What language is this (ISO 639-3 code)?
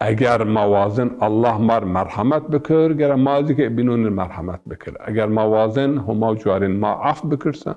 zza